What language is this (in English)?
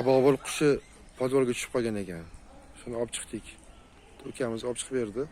Uzbek